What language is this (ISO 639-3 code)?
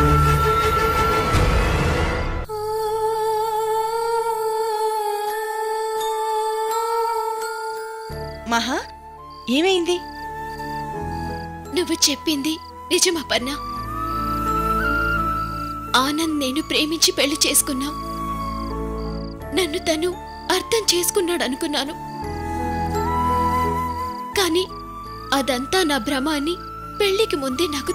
tel